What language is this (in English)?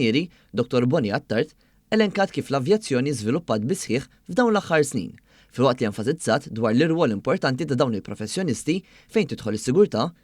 Maltese